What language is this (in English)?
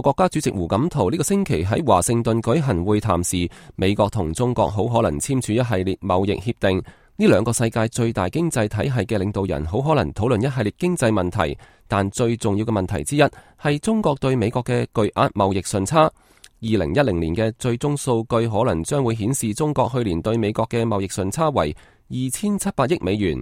Cantonese